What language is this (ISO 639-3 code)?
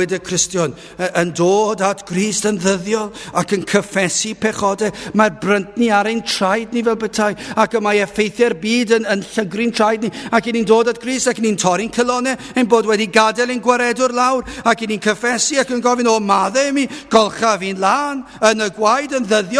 cym